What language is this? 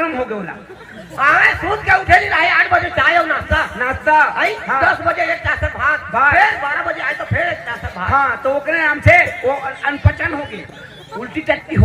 Chhattisgarhi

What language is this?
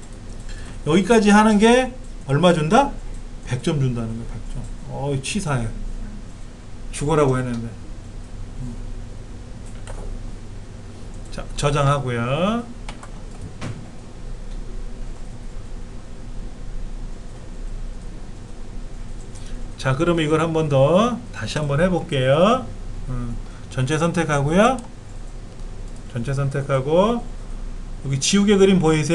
Korean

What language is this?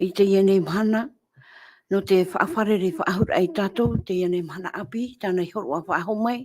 Tahitian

